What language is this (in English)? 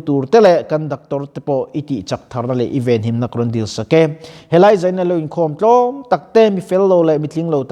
Mizo